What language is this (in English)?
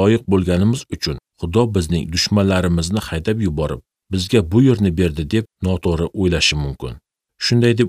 Uzbek